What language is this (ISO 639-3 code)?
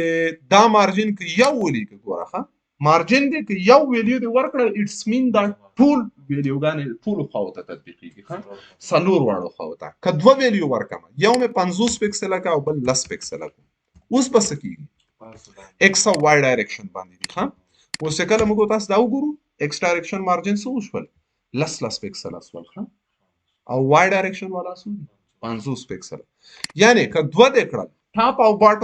pus